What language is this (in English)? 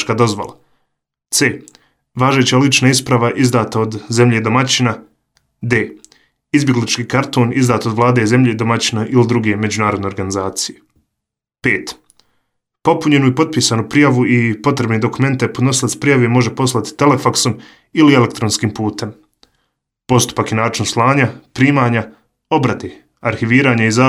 Bosnian